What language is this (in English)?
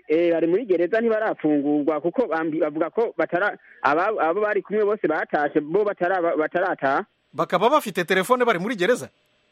Kinyarwanda